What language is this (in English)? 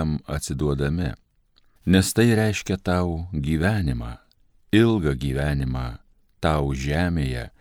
Lithuanian